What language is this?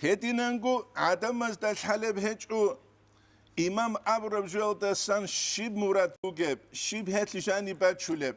Avaric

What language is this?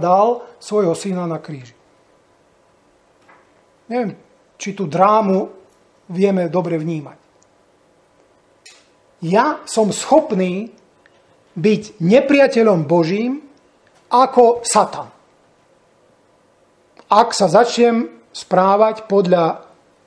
Slovak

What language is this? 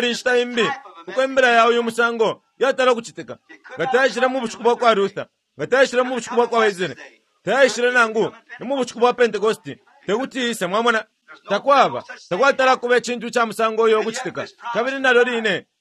Bemba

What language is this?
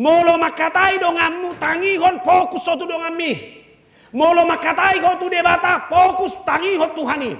Batak Toba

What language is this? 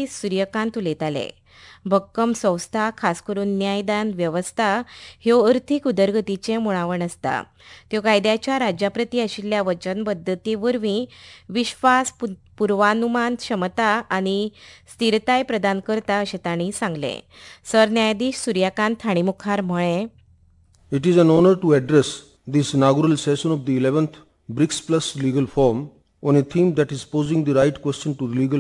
Konkani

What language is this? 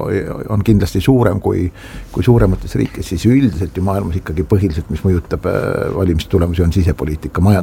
Estonian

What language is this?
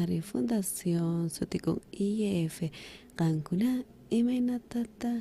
South Bolivian Quechua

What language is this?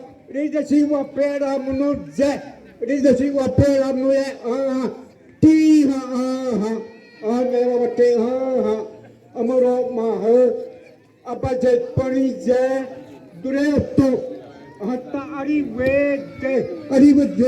Xavánte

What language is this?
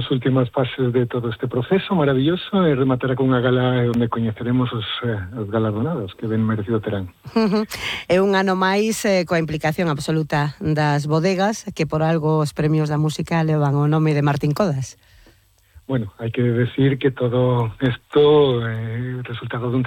Galician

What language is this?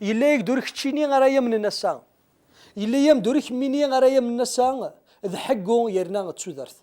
Kabyle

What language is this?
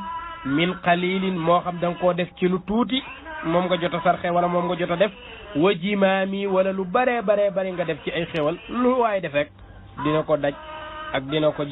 Wolof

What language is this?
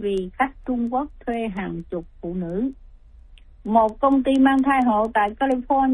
Vietnamese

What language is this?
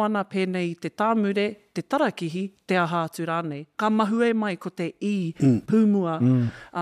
Māori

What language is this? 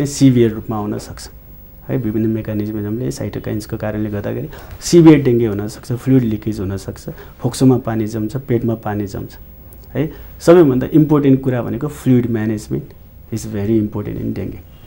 Nepali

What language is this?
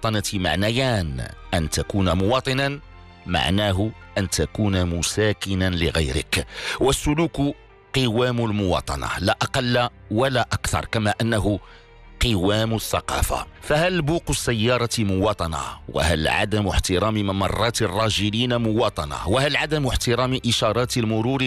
Arabic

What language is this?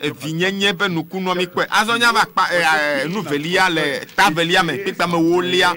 Ewe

